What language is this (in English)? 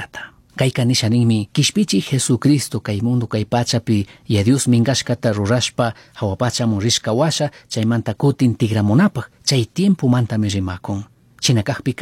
Chimborazo Highland Quichua